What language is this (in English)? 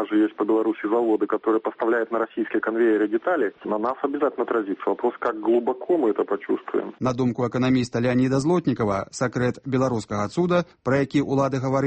Belarusian